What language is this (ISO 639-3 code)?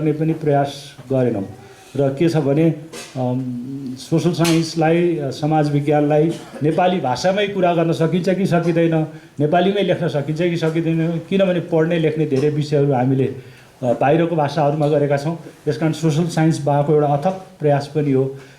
nep